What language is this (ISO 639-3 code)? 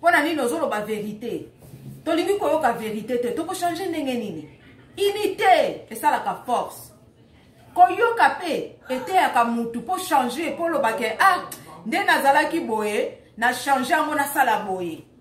lin